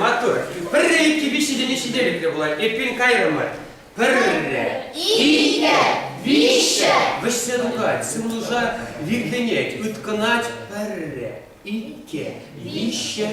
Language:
Chuvash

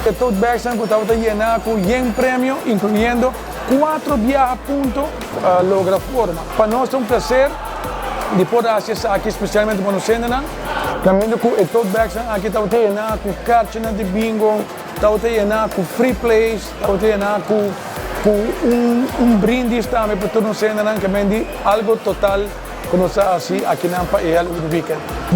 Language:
Papiamento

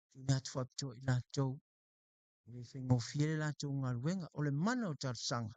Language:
Samoan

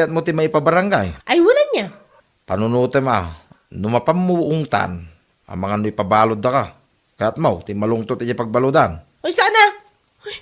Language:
Iloko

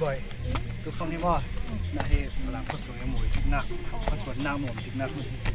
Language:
Falam Chin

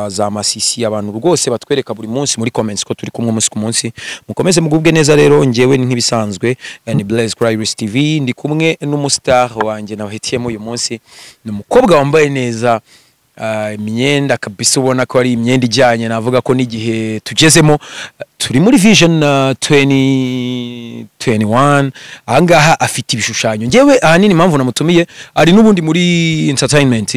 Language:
Kinyarwanda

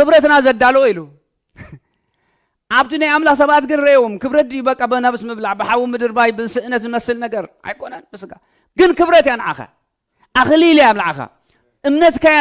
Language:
Tigrinya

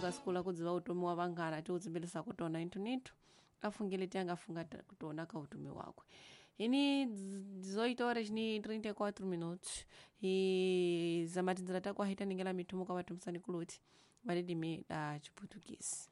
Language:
Tsonga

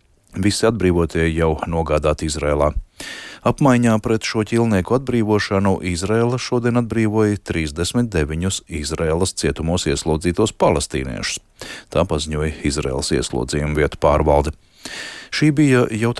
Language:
Latvian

